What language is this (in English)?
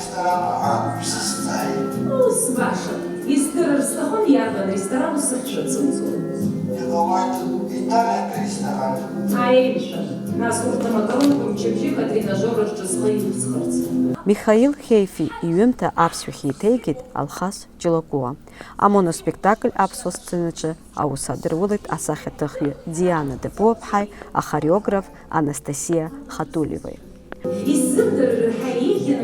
Abkhazian